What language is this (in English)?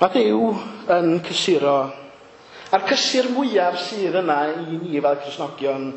Welsh